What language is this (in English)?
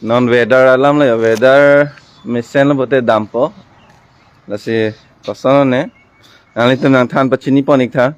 Karbi